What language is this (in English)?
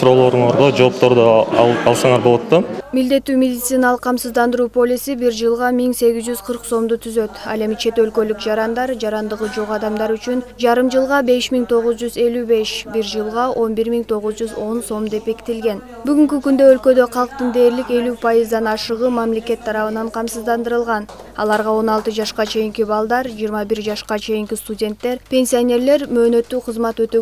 Kyrgyz